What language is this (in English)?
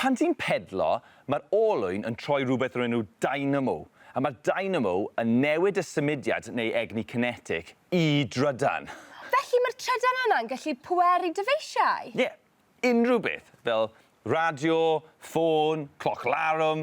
Welsh